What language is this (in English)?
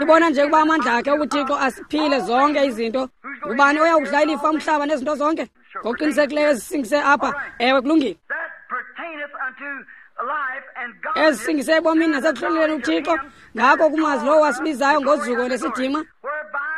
Xhosa